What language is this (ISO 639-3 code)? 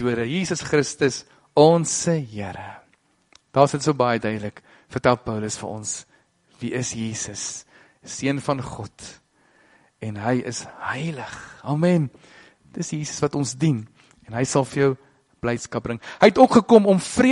afr